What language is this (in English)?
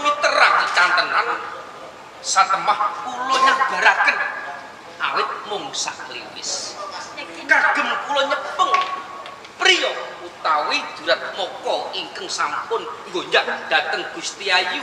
Javanese